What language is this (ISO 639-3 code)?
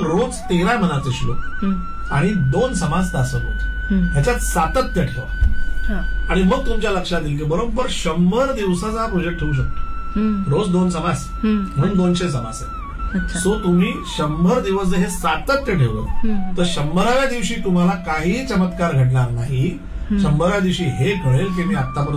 mar